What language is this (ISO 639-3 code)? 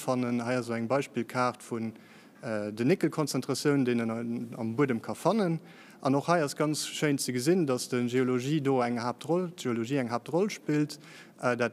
ltz